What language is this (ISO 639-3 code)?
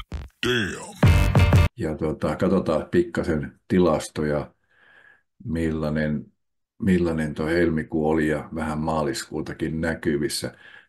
fin